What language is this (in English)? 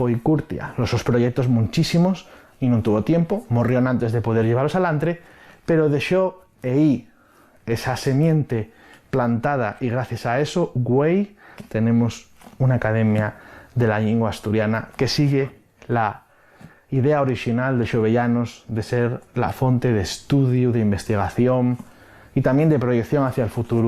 Asturian